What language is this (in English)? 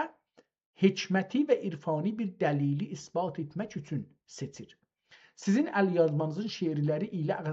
South Azerbaijani